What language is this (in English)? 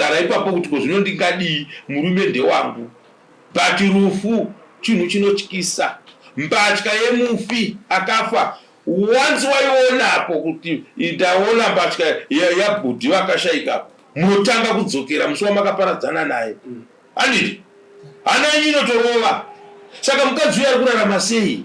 Shona